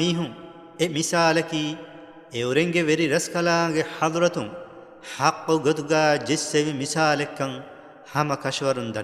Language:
Divehi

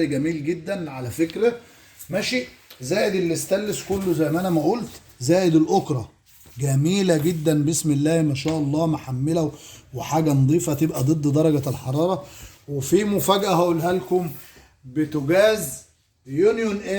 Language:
Egyptian Arabic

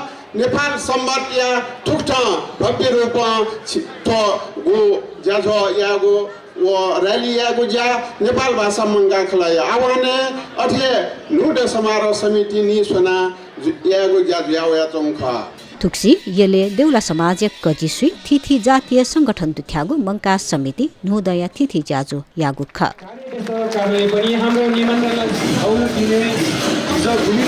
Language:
Newari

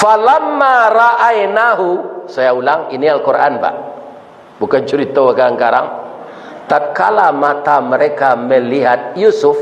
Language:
Minangkabau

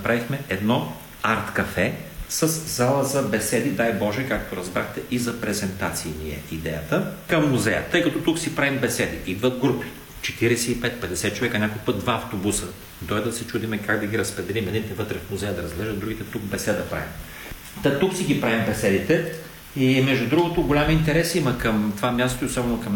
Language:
Bulgarian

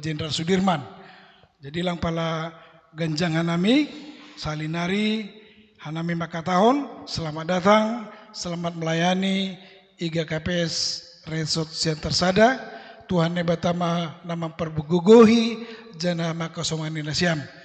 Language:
Batak Simalungun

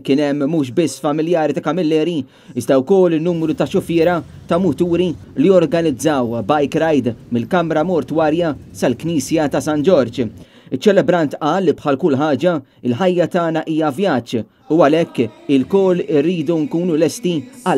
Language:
Maltese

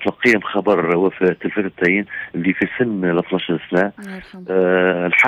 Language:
Tunisian Arabic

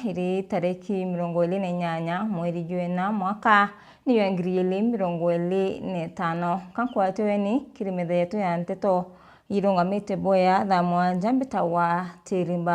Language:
Meru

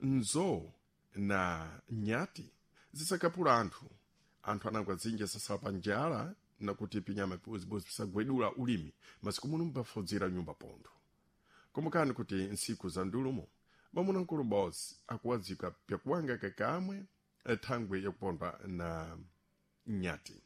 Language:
Sena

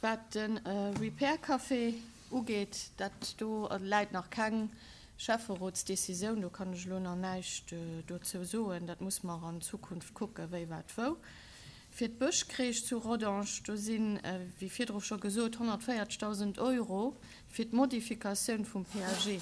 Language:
Luxembourgish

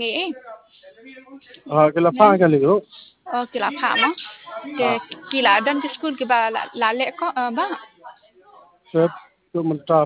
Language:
Khasi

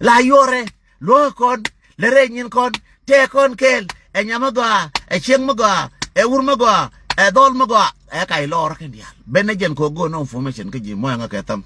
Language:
Nuer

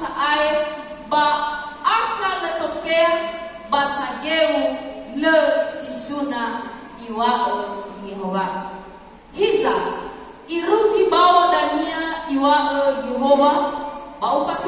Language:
Nias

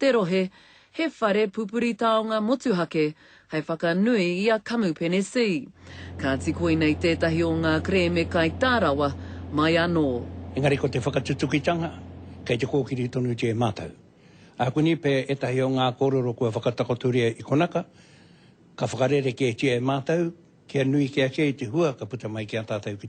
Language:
Māori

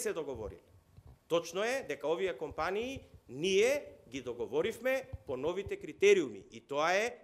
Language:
Macedonian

